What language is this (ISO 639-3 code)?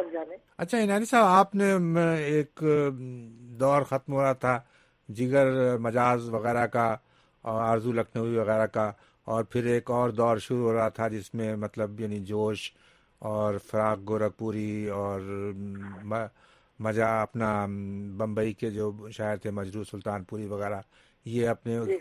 urd